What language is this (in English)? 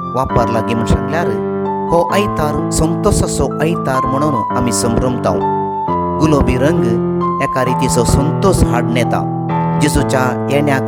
Konkani